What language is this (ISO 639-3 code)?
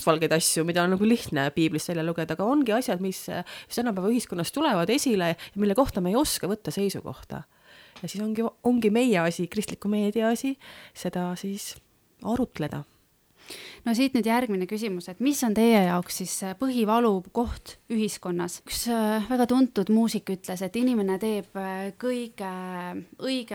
est